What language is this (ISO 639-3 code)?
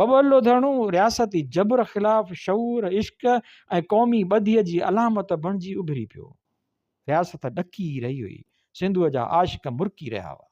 snd